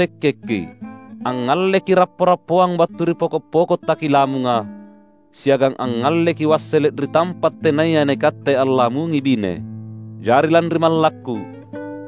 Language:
Makasar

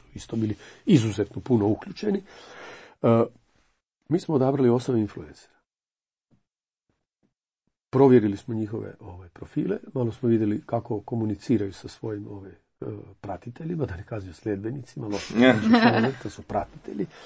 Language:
Croatian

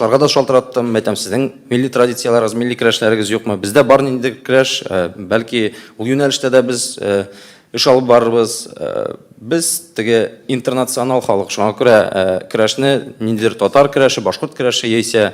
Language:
Tatar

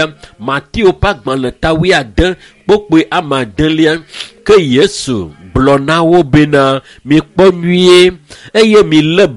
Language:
Ewe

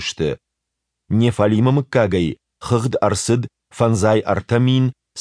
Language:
Ossetic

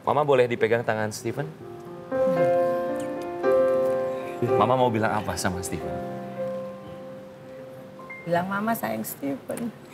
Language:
Indonesian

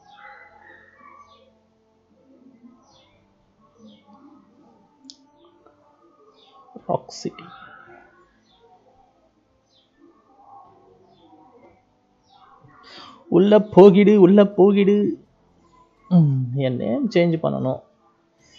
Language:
Tamil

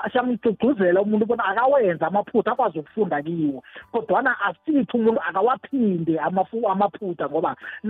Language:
South Ndebele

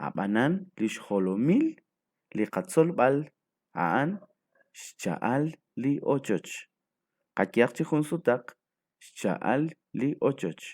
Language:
Kekchí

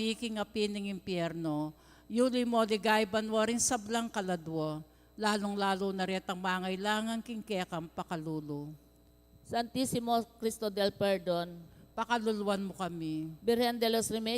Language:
Pampanga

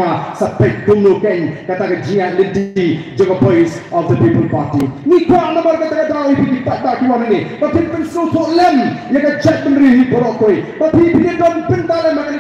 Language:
Khasi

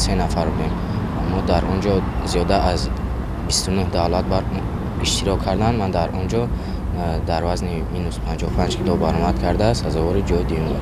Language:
Tajik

